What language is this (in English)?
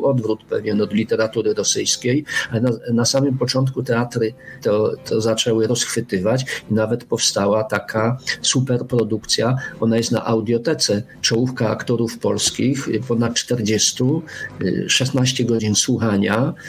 Polish